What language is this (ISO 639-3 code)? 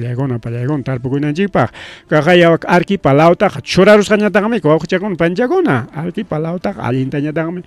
quy